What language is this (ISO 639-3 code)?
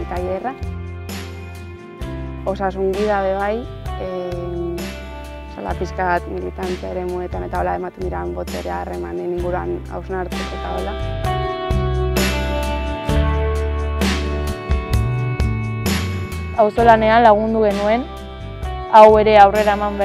eus